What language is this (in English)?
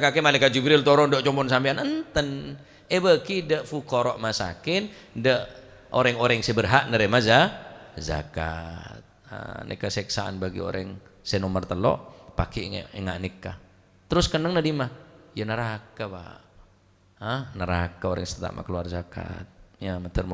Madurese